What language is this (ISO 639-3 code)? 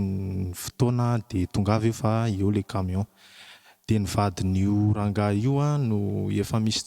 mlg